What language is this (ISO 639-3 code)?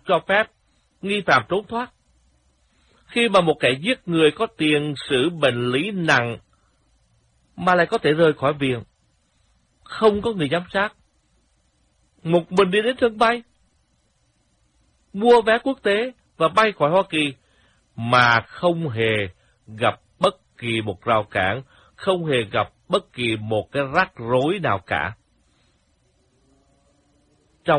vie